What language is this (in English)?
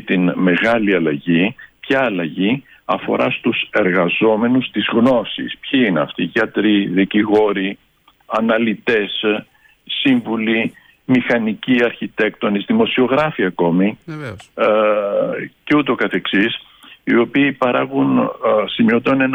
Greek